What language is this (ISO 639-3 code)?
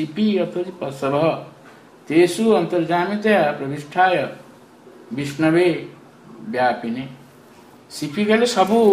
ori